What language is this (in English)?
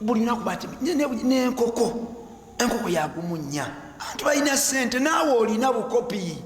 Ganda